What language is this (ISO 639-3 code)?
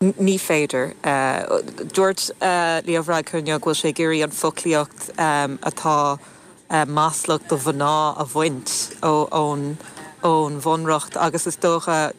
gle